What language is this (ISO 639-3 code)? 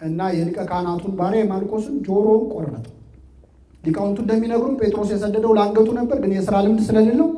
amh